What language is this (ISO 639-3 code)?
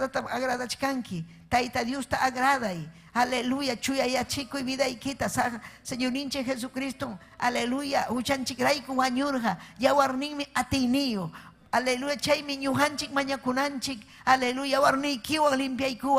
quy